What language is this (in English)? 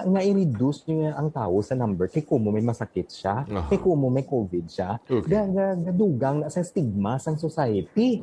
Hiligaynon